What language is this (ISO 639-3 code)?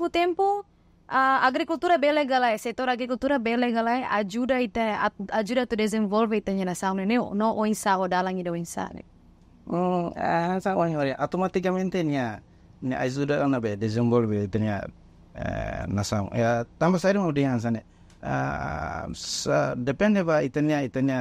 tet